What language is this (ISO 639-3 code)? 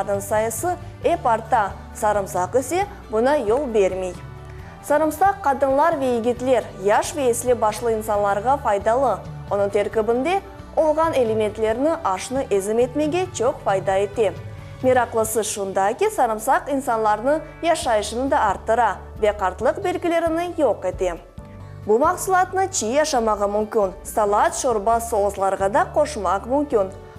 crh